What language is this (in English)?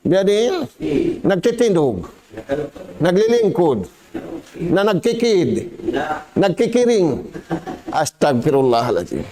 Tausug